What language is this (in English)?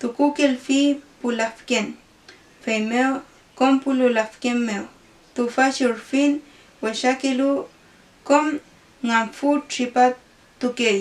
Mapuche